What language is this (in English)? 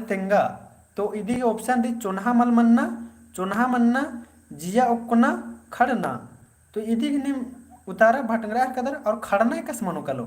Kurukh